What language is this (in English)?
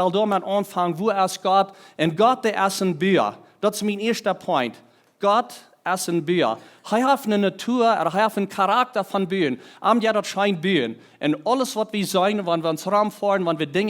Plautdietsch